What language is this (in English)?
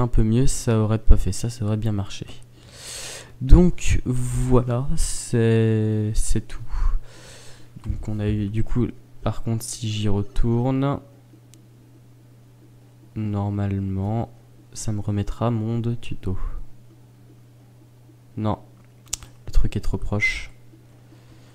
French